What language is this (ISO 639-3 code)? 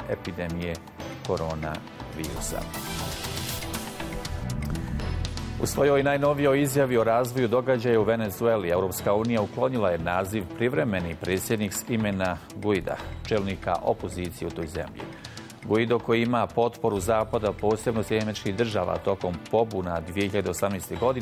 bos